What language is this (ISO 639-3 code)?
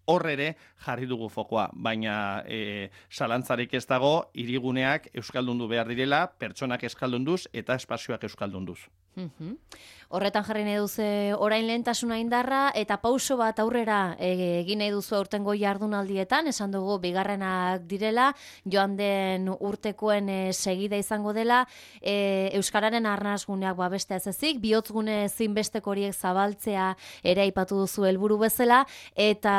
eus